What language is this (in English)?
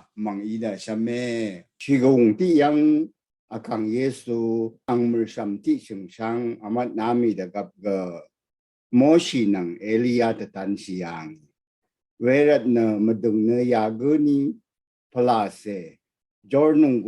Rawang